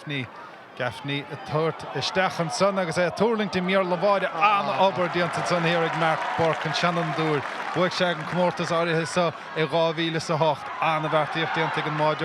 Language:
Irish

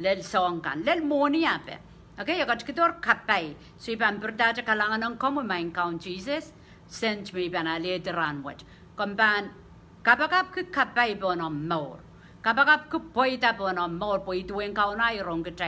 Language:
Pohnpeian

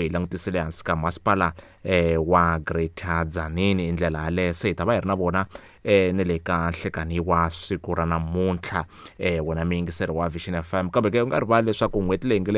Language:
Tsonga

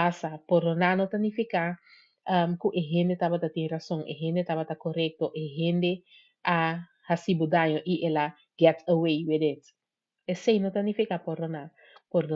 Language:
Papiamento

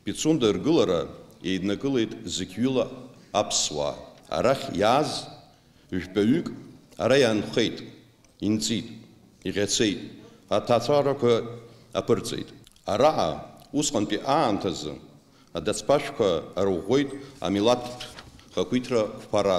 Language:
Abkhazian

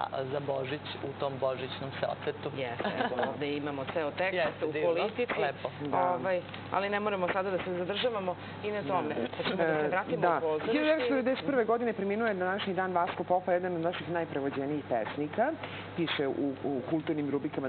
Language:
Serbian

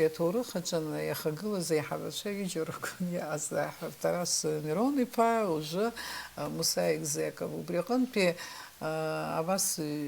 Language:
Abkhazian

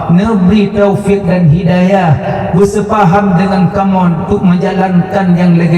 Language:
Achinese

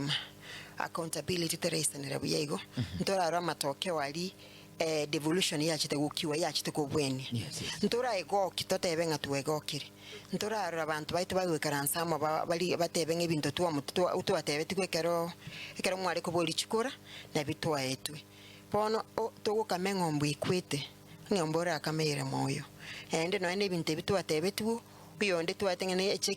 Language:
Gusii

